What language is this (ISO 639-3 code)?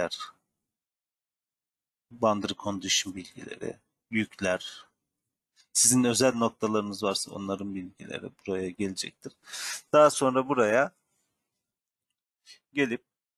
tur